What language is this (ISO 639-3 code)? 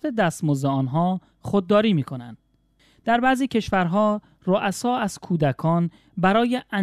fas